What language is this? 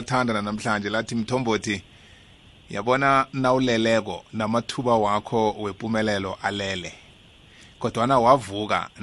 South Ndebele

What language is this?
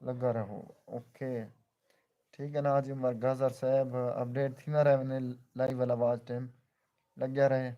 Saraiki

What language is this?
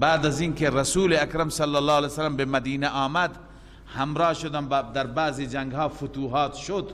Persian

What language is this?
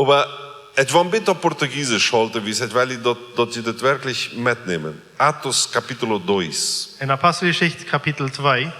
Plautdietsch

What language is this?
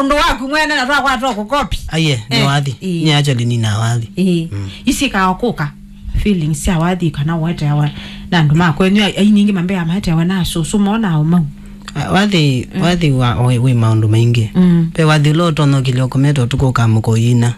Kamba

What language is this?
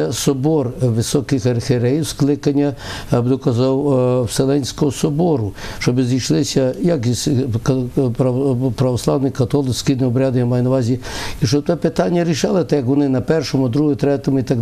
Ukrainian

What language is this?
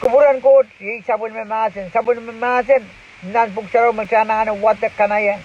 Pohnpeian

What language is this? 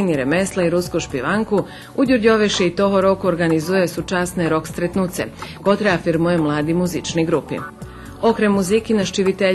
Rusyn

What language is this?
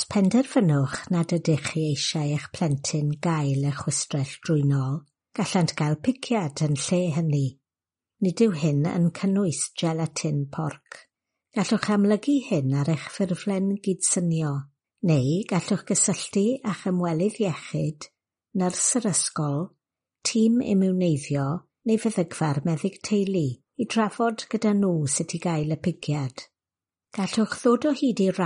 Welsh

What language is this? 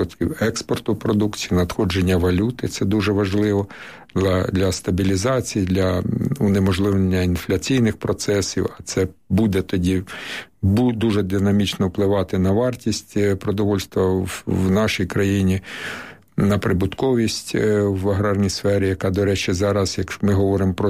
Ukrainian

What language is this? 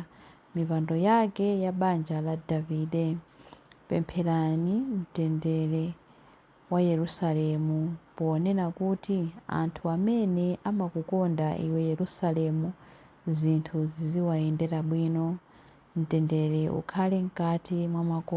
Nyanja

